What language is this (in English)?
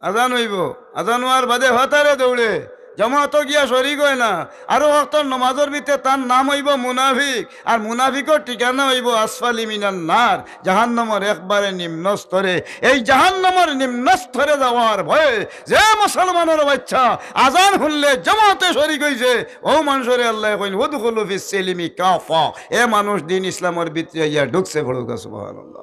Sylheti